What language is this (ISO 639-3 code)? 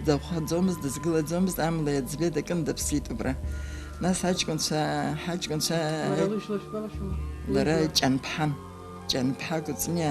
abk